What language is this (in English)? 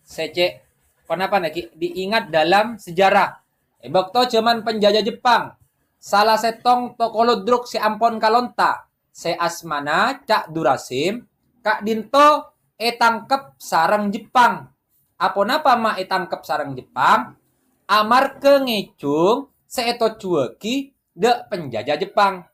Madurese